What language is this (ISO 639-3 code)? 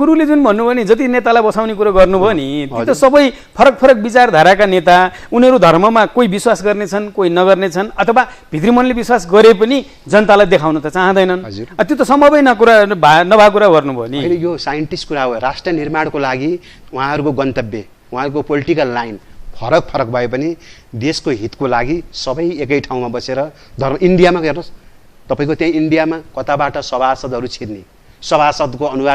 nep